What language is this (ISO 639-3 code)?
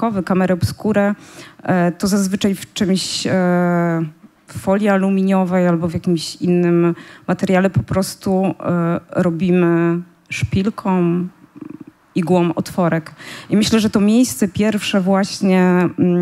pol